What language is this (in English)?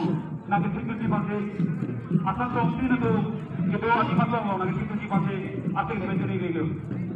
Karbi